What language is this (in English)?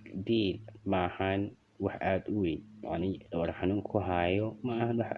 Somali